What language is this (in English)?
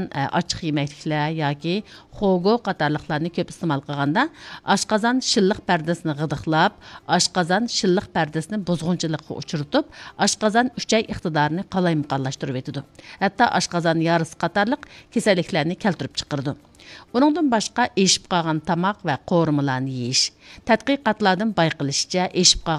Uyghur